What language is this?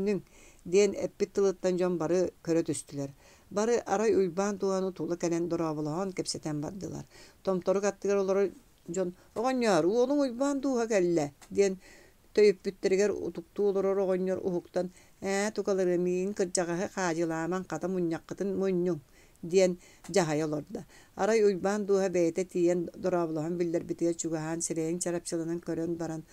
Yakut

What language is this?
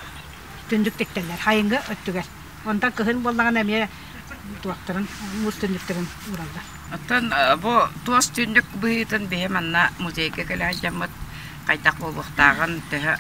Yakut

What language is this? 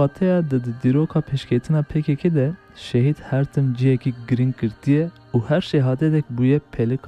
Kurdish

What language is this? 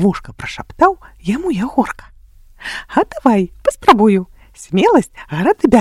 Belarusian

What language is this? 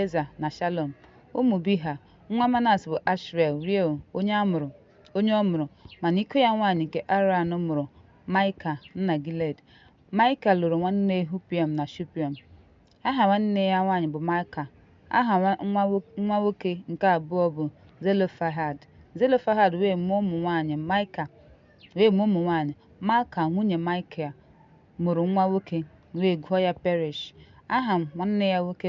Igbo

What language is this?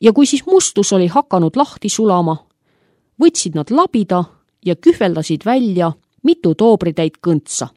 Estonian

